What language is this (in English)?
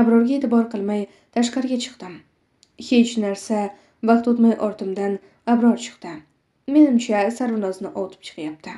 Uzbek